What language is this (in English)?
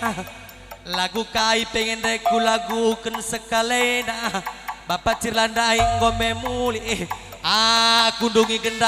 Batak Karo